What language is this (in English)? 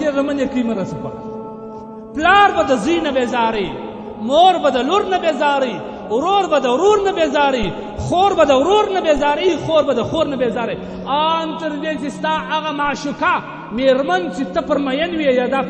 Pashto